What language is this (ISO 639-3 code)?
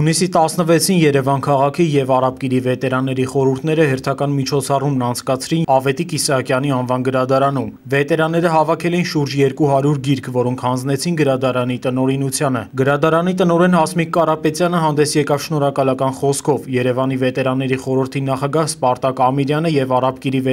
hye